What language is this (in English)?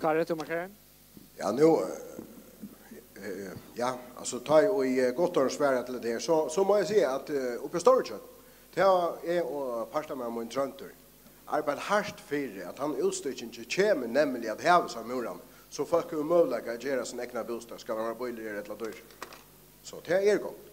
Faroese